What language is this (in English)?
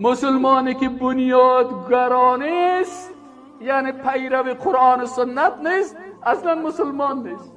Persian